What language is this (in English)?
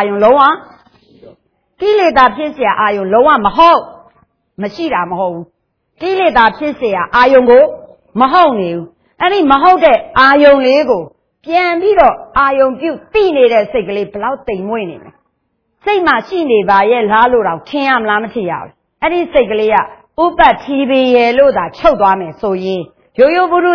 Burmese